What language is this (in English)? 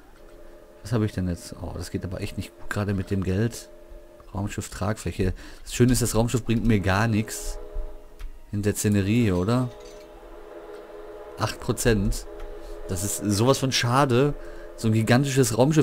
German